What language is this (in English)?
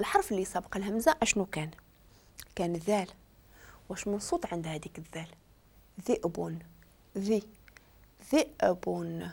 Moroccan Arabic